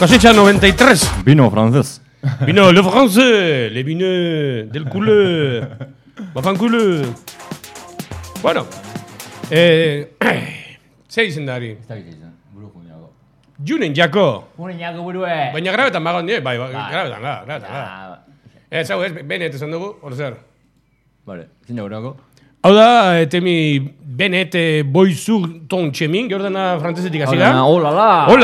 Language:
Basque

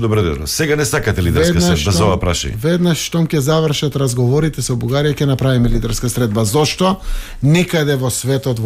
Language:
Macedonian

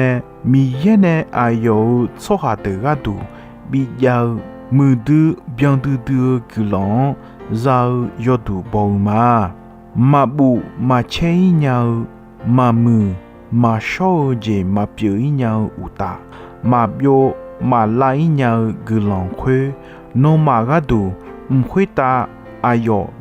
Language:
Akha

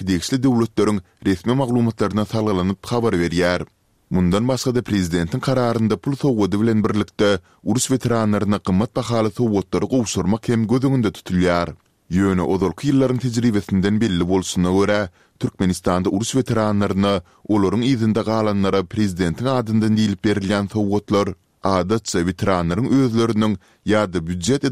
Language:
Turkmen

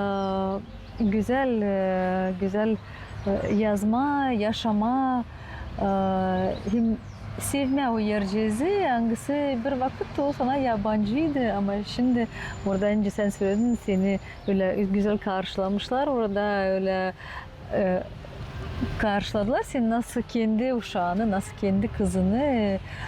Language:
Gagauz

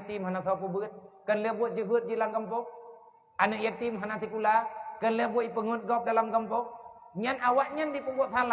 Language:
Achinese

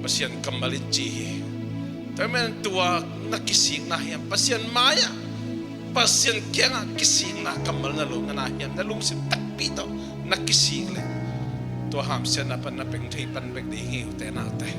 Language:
Tedim Chin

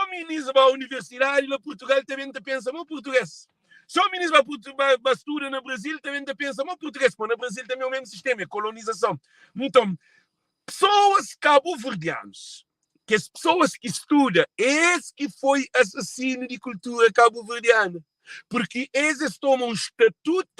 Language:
Kabuverdianu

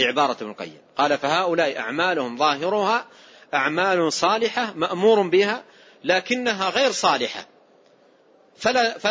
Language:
Arabic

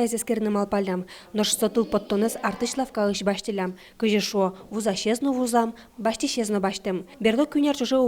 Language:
Udmurt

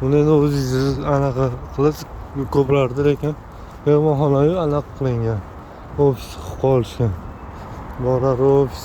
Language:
Uzbek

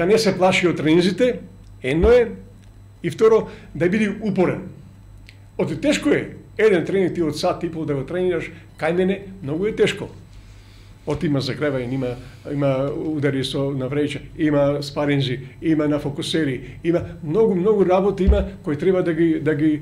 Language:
Macedonian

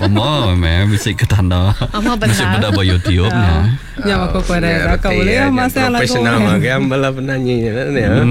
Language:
Iban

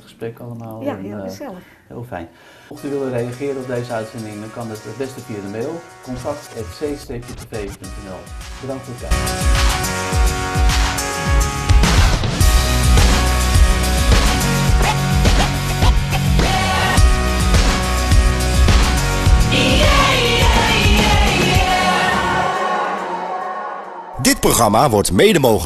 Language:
Dutch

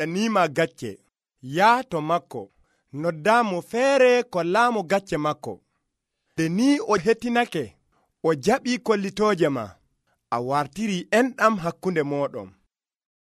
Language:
Nigerian Fulfulde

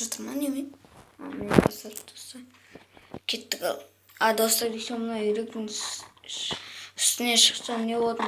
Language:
Kazakh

